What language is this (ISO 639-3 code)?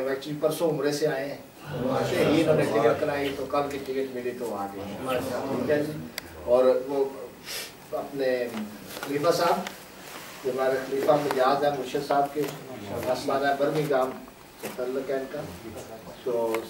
urd